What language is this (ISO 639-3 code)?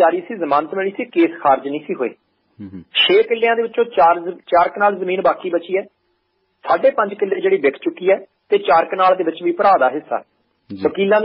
pan